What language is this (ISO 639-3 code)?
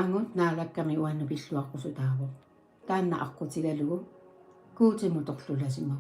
kal